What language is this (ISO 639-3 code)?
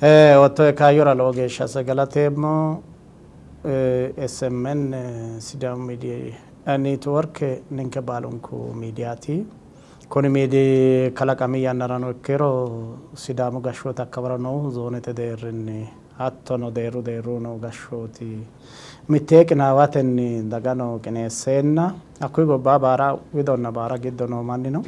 sid